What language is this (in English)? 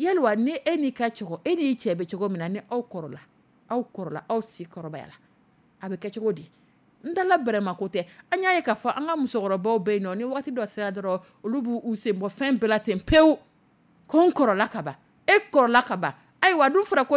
Dyula